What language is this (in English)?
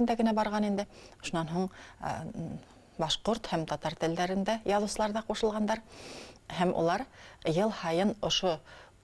Bashkir